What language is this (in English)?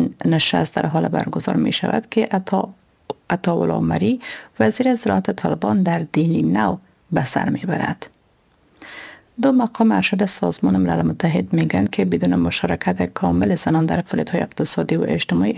Persian